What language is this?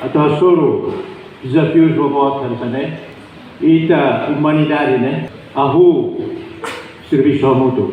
Tetum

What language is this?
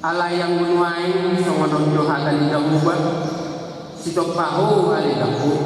Batak Toba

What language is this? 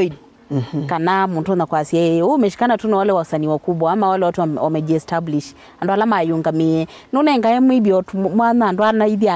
Kamba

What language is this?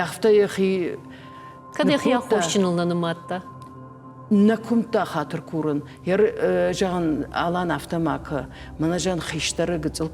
Ossetic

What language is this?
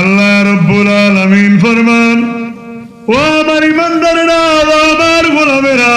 Sylheti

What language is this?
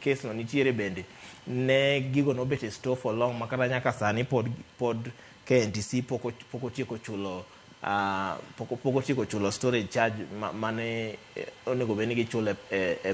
Luo (Kenya and Tanzania)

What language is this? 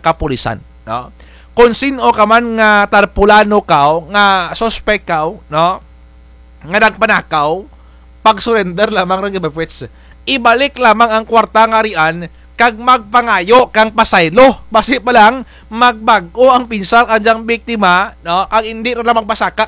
Kinaray-a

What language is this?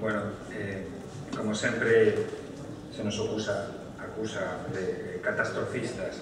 Galician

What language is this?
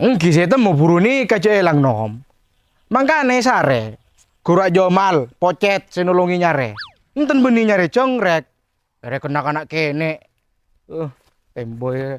Madurese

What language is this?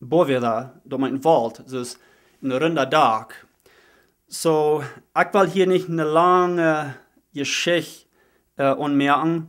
Plautdietsch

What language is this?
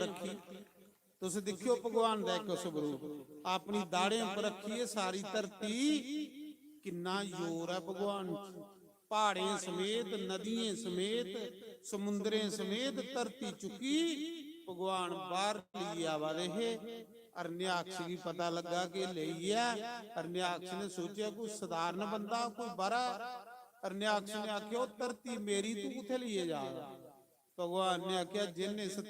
Dogri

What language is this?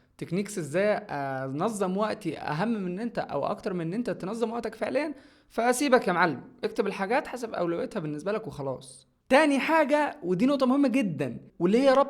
Egyptian Arabic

